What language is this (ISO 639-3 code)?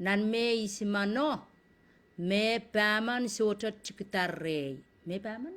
pon